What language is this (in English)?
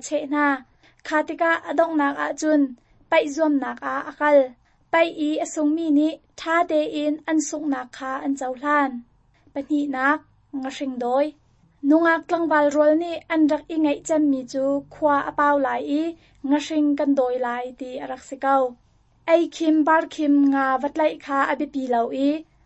Hakha Chin